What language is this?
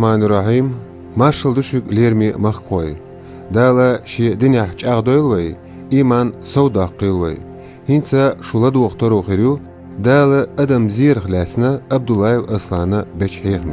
Chechen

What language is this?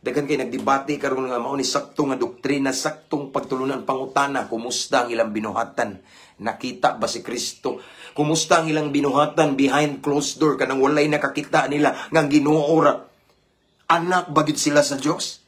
Cebuano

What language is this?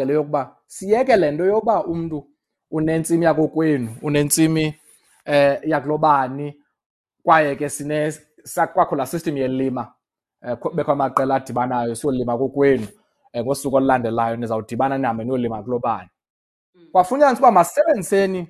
Xhosa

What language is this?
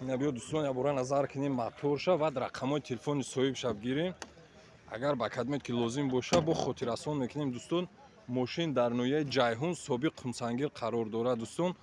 Tajik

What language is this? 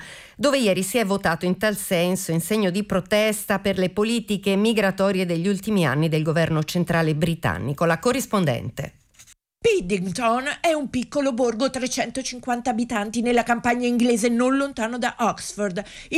Italian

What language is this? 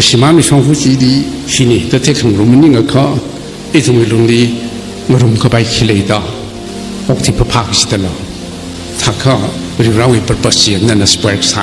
Tangkhul Naga (India)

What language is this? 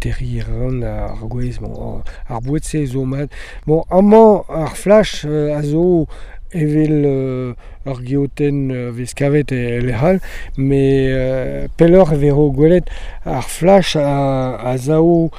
Breton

